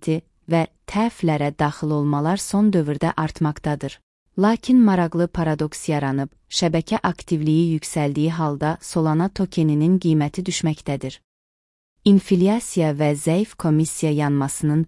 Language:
Azerbaijani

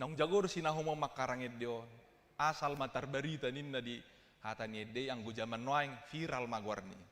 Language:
Batak Toba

